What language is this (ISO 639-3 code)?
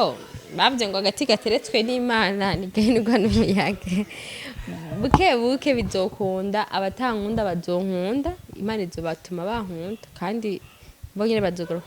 run